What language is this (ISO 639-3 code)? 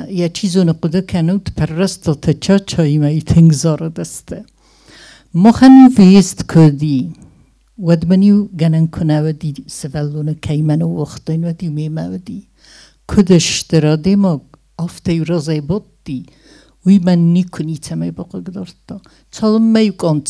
oss